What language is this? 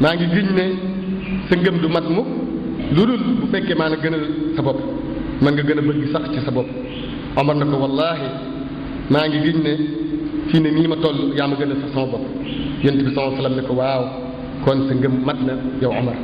Wolof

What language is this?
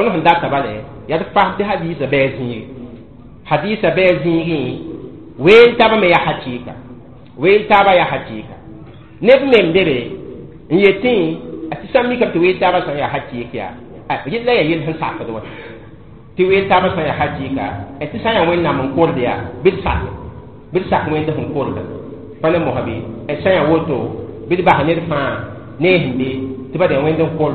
Mossi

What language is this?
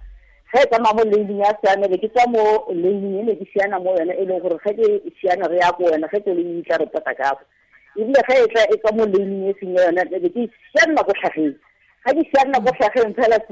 Tswana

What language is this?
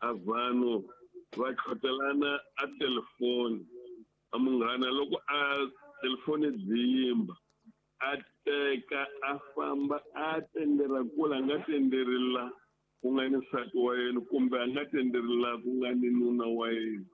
Tsonga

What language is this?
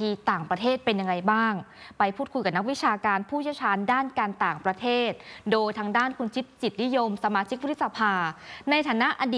Thai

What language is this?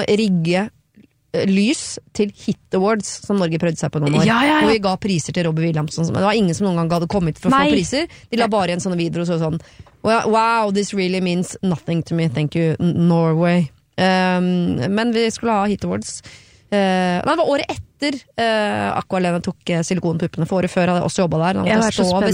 Norwegian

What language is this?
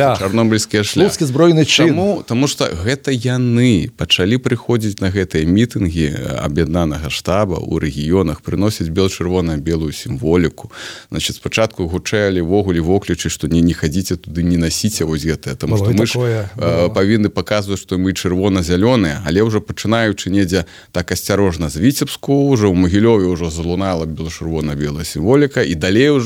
Belarusian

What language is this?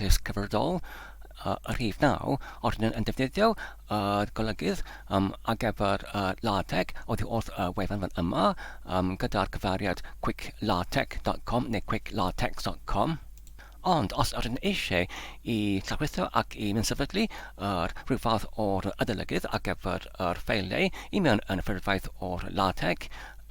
Welsh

